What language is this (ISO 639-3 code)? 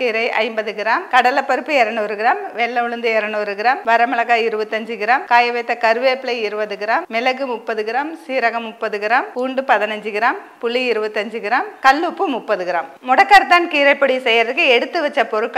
tam